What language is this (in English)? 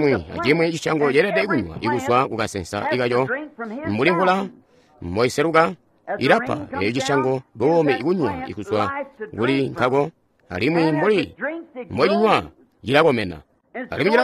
Tonga (Zambia)